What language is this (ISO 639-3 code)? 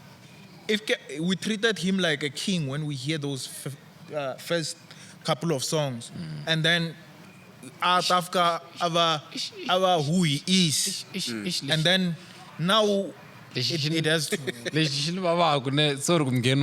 tso